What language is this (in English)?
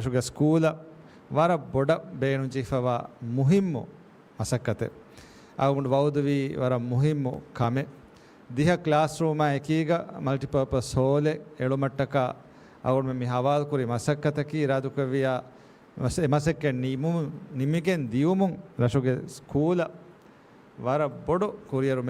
Divehi